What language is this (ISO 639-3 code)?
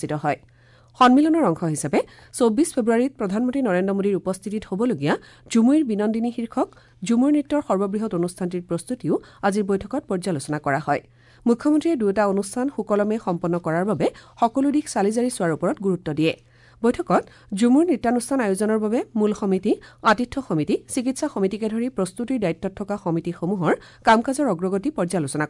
asm